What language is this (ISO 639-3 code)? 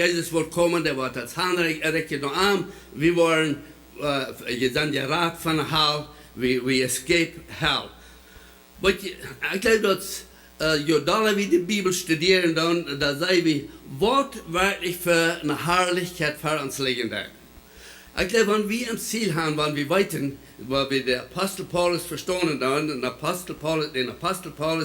pdt